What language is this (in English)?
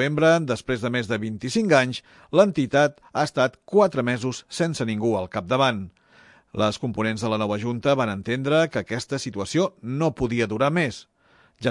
Catalan